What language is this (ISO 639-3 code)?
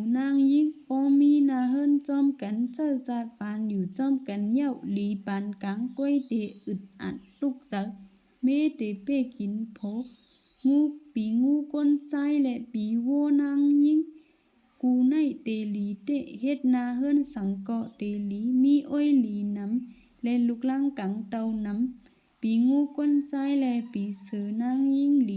shn